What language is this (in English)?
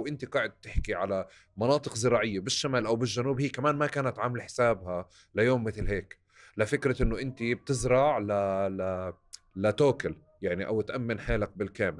North Levantine Arabic